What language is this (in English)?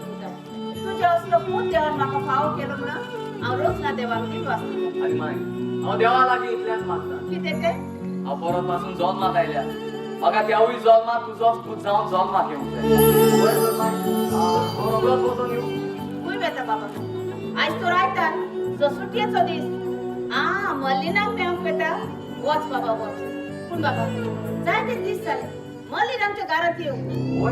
Konkani